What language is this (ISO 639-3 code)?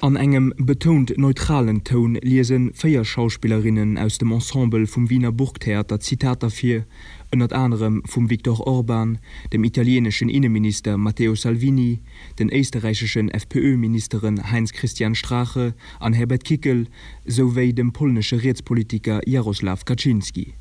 ltz